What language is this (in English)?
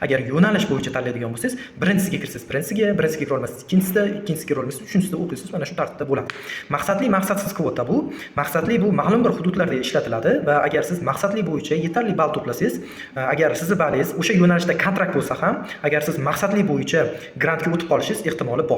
Uzbek